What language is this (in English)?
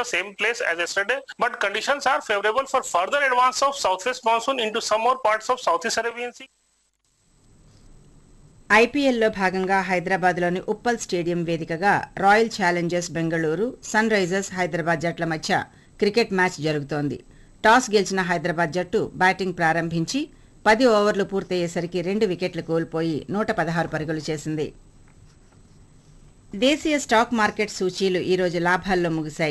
Telugu